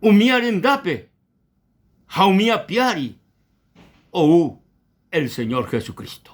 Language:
Guarani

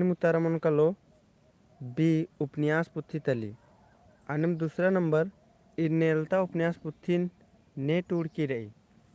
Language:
Kurukh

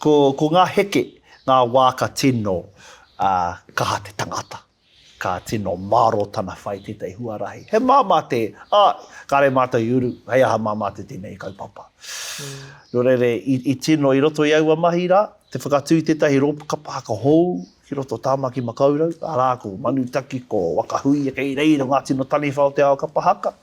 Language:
Māori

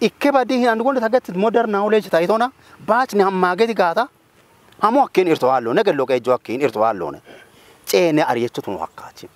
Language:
Kafa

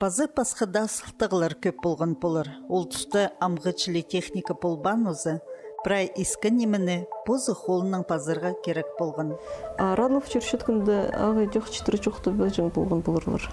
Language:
Khakas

